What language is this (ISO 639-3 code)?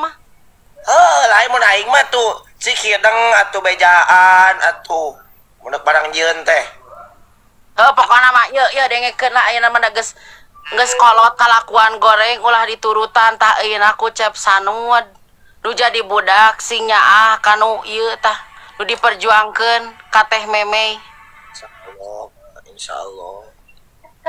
sun